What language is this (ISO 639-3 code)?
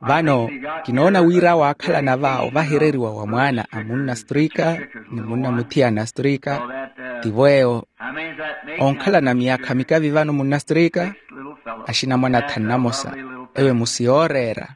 vmw